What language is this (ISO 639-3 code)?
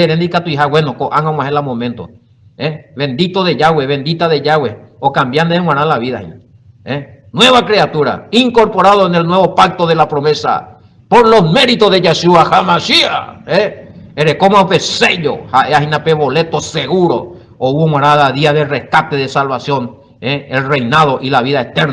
grn